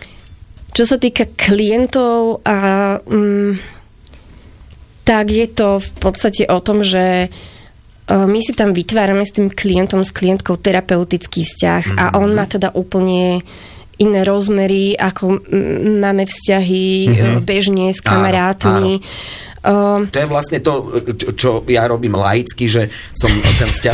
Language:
Slovak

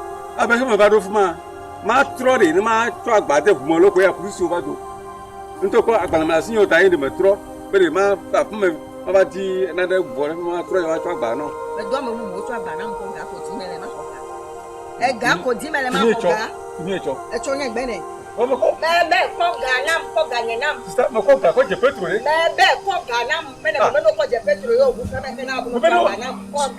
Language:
Ewe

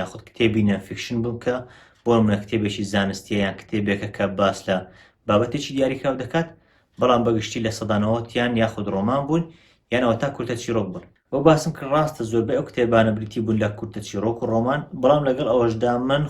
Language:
Central Kurdish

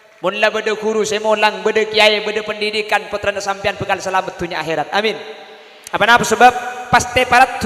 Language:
Madurese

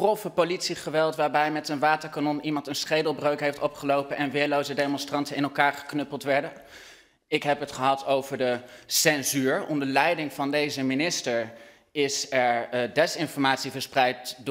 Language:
Dutch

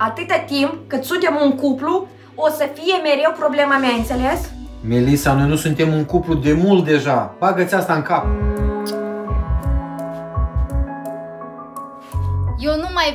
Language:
Romanian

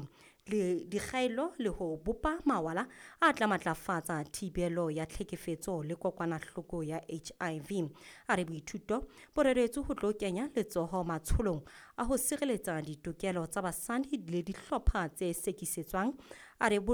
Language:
Southern Sotho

